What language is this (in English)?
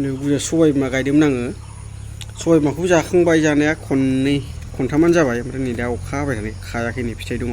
Bodo